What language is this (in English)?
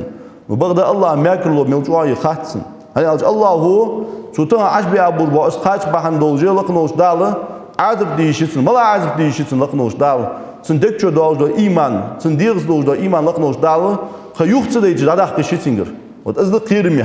Ingush